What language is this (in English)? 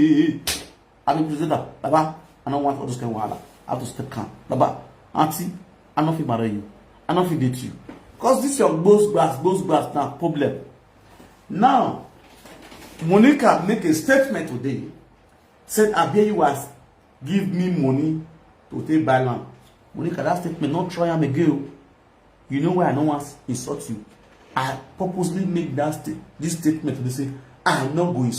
Nigerian Pidgin